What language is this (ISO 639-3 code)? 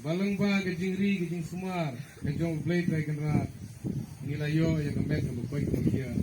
kha